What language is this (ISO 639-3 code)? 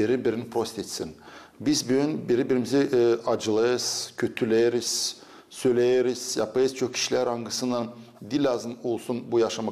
gag